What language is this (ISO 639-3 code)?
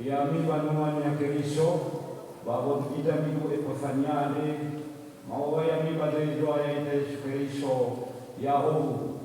nia